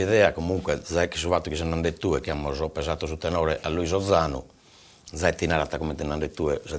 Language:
Sardinian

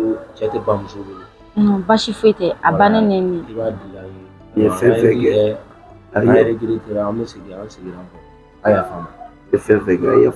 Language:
Bambara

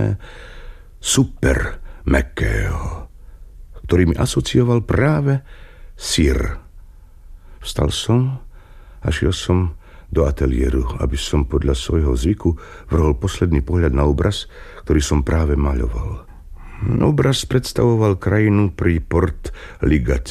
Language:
Slovak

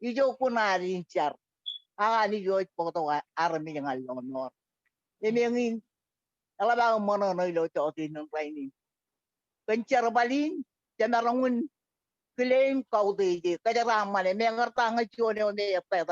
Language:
Marshallese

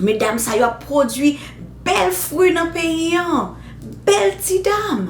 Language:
Haitian Creole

